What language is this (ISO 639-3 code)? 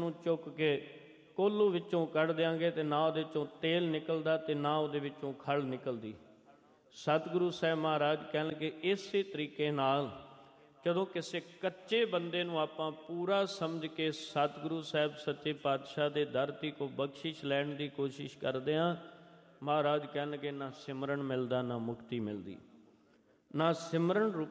pan